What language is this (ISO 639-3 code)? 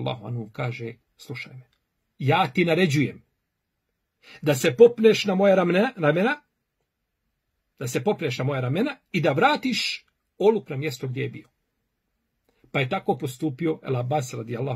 bos